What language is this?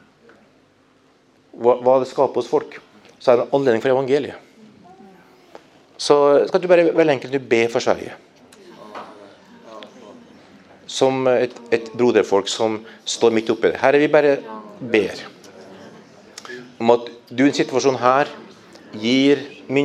Norwegian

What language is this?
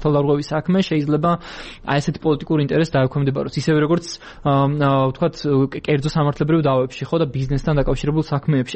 Georgian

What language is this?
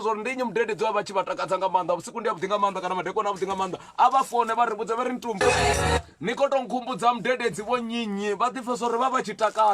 Venda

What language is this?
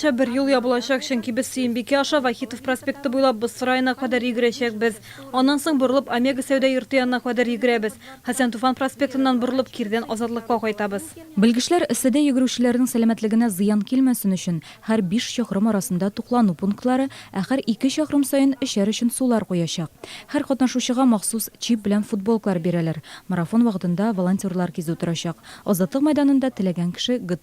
Tatar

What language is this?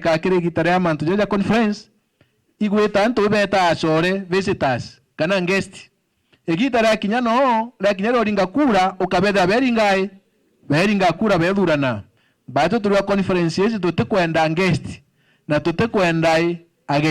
Meru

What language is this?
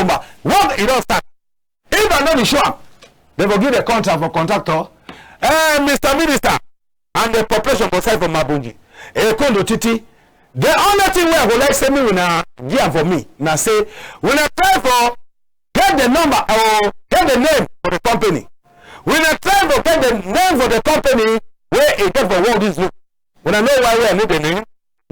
Cameroon Pidgin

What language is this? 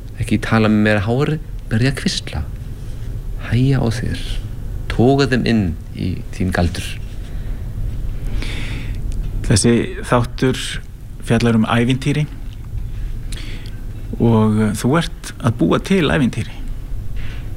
Icelandic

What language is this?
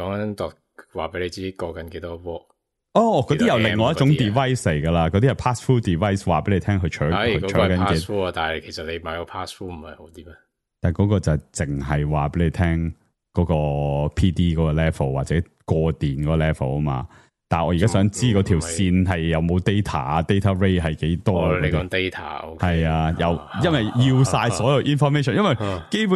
Cantonese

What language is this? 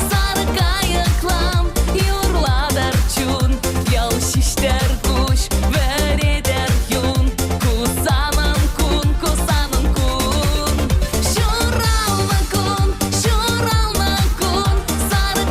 Chuvash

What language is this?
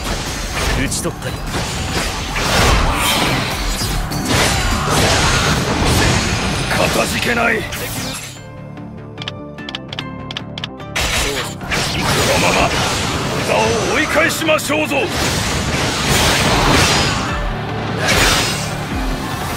Japanese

